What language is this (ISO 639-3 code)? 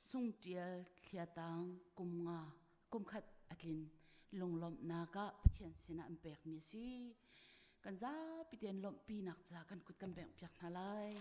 cnh